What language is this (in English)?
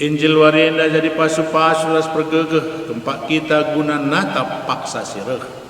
Batak Karo